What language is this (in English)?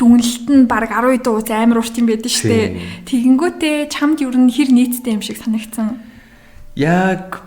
Mongolian